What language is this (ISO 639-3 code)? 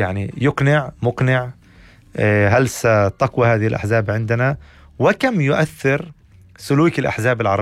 apc